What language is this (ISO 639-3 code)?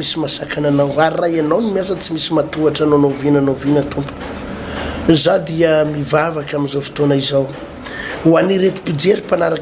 mlg